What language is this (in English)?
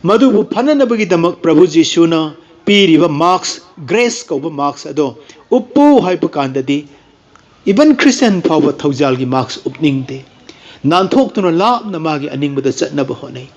Manipuri